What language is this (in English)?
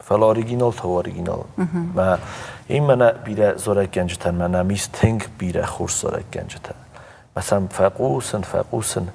Ossetic